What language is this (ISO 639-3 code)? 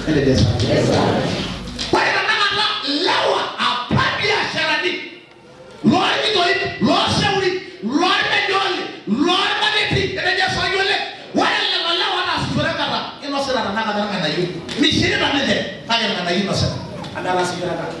mas